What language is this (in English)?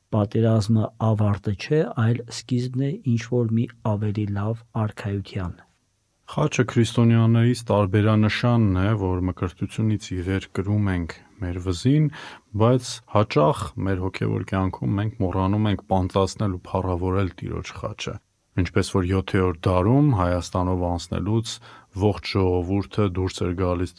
Armenian